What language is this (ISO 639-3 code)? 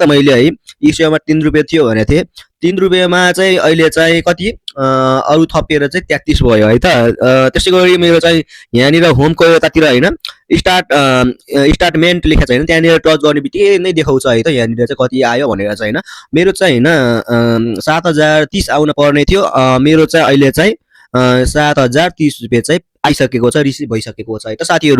nep